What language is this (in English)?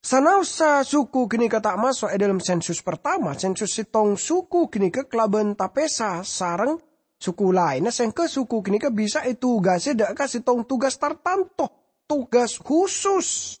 Madurese